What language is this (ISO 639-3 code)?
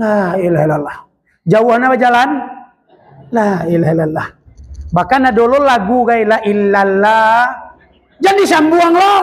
min